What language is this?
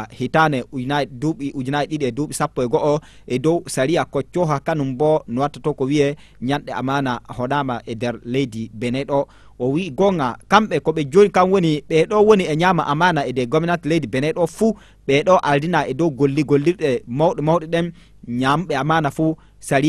Fula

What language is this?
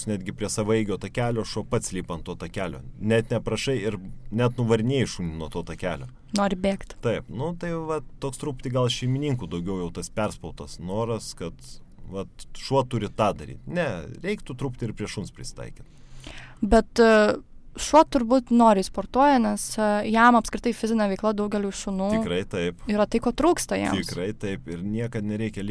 Lithuanian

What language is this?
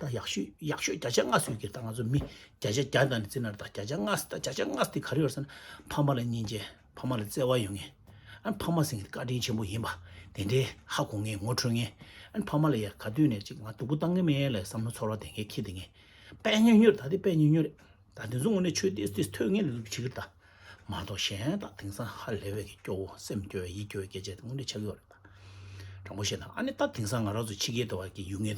Tibetan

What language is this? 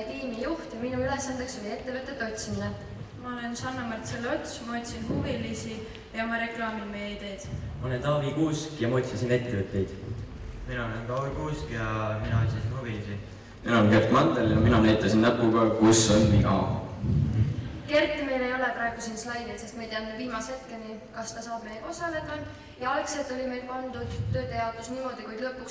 Estonian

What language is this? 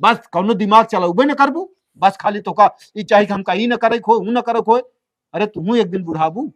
Awadhi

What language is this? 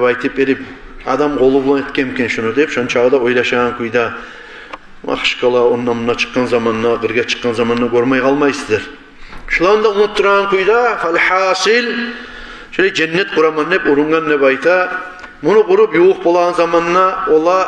Kumyk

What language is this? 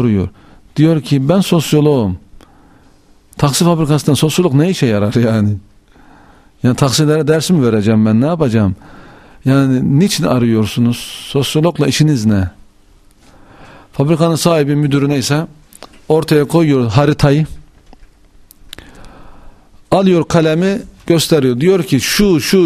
Turkish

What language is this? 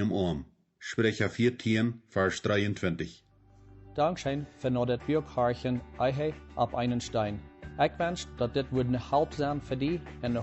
Plautdietsch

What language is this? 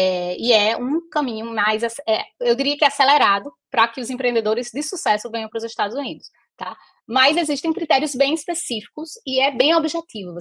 Portuguese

